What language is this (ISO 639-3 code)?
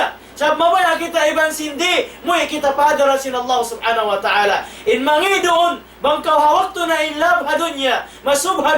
tsg